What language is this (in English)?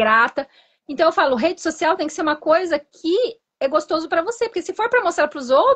Portuguese